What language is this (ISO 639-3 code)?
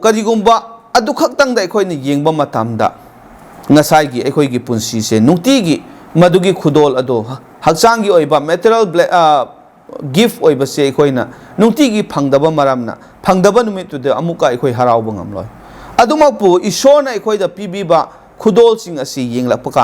mni